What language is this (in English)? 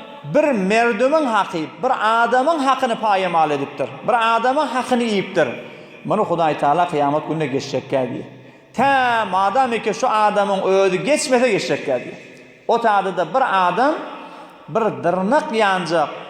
Turkmen